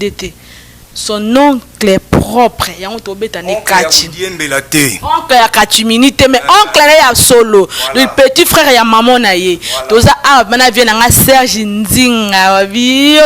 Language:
Lingala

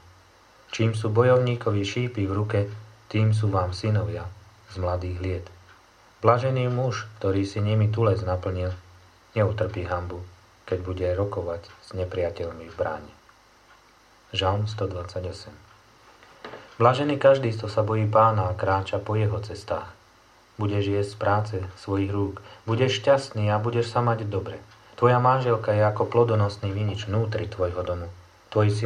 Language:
Slovak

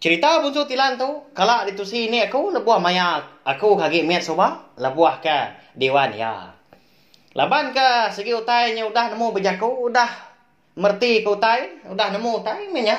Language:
Iban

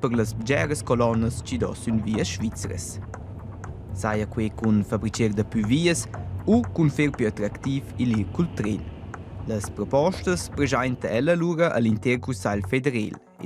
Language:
Romansh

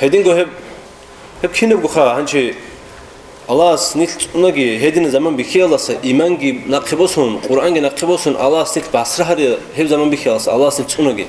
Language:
Avaric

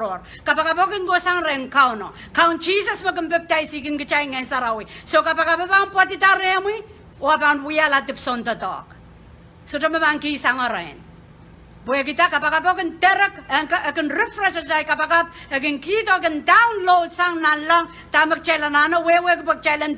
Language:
Pohnpeian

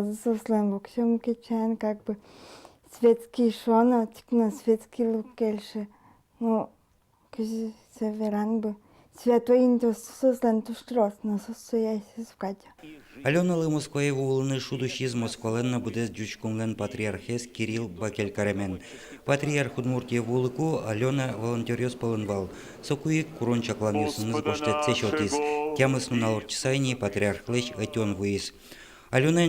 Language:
Udmurt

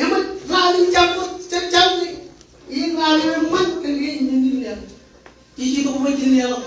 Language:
Marshallese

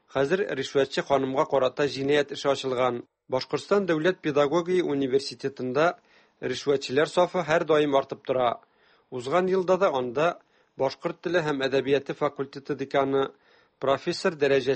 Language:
Tatar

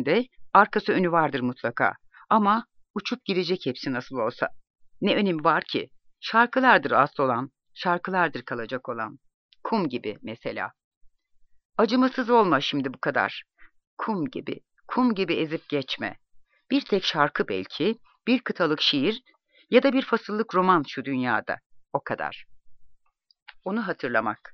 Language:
Turkish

